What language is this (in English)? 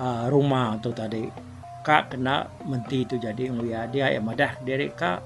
Iban